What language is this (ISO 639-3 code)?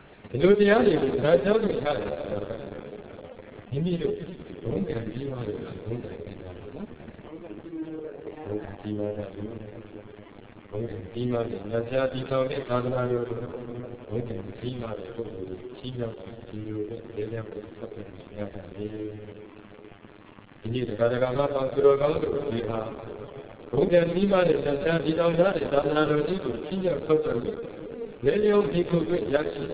mya